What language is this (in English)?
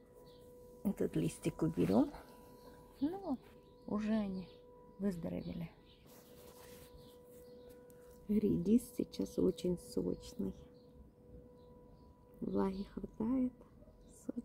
Russian